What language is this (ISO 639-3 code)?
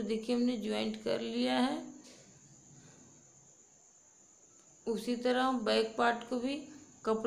hin